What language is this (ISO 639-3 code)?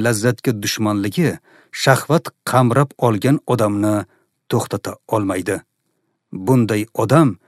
uzb